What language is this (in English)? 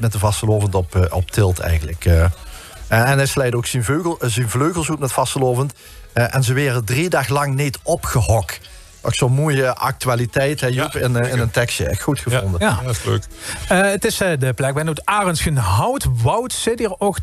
Limburgish